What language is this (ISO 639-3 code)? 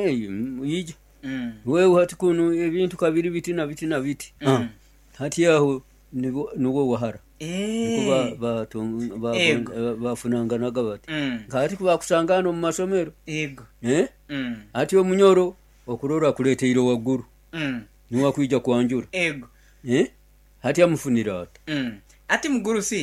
nyo